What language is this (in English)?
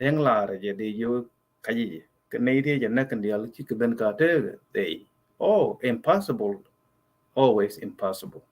Nuer